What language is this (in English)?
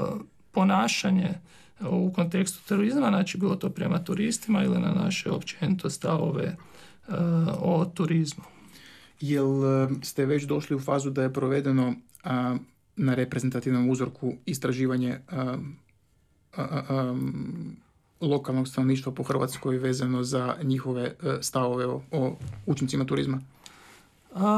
Croatian